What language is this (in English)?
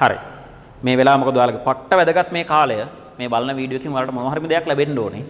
Sinhala